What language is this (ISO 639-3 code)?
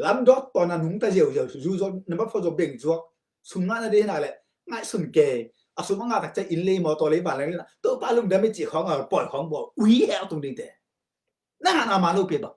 ctd